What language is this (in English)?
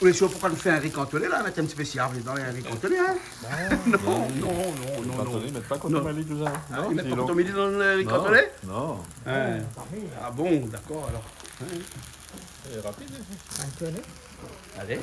Réunion Creole French